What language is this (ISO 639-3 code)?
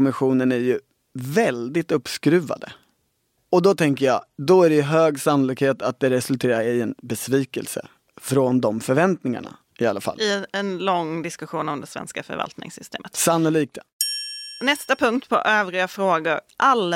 swe